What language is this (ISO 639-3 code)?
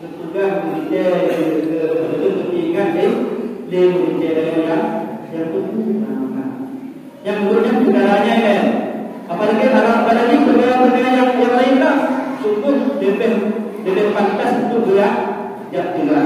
ace